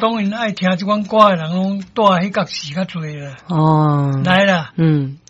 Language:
Min Nan Chinese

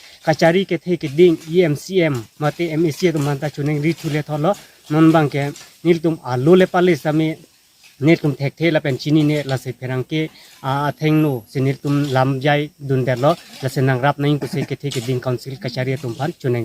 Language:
Karbi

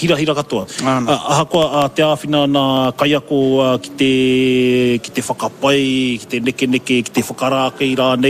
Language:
Māori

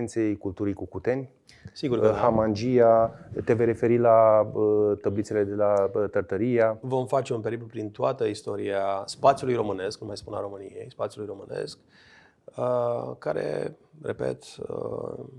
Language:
Romanian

